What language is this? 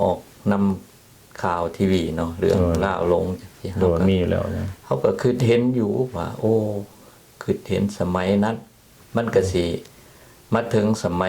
Lao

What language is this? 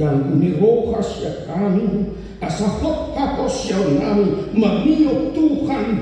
Batak Toba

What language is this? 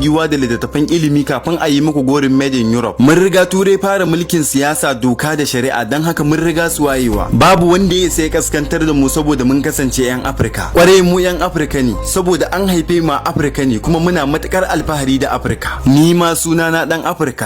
Hausa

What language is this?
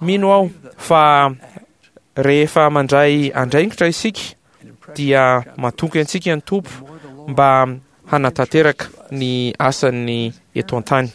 Malagasy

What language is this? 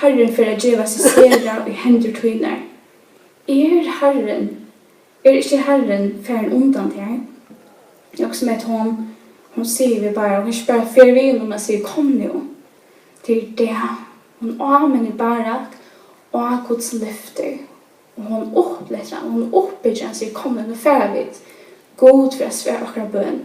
Faroese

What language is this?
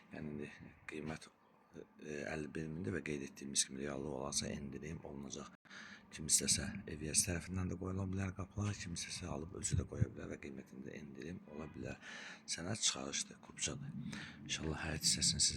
Azerbaijani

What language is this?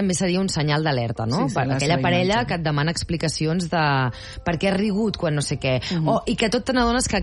Catalan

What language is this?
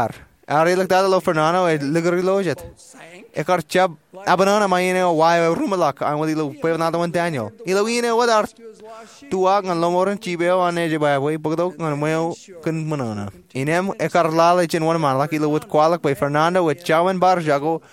Marshallese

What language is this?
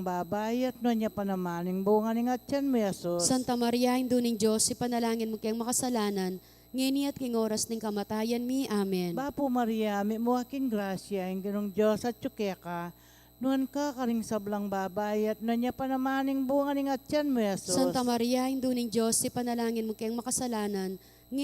Pampanga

